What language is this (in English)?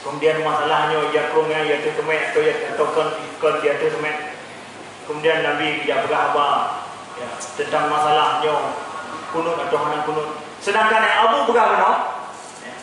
Achinese